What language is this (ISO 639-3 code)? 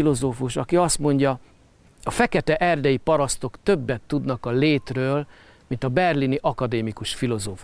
hun